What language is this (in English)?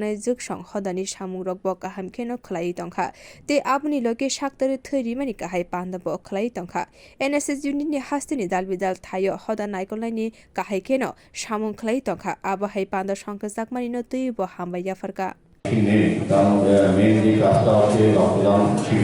Kok Borok